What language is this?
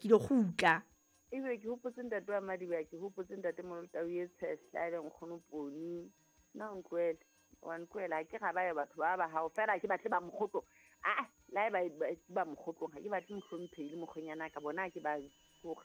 Southern Sotho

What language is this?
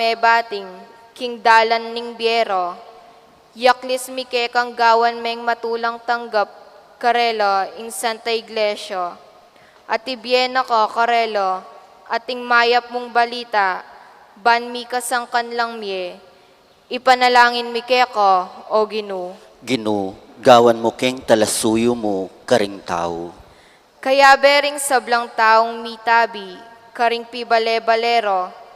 Pampanga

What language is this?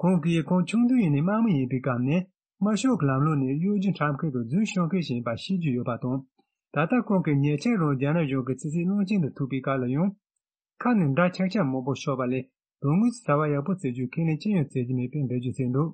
Tibetan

